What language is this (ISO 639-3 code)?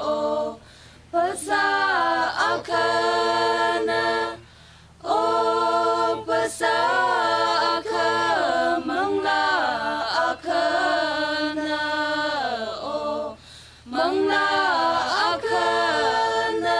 nmf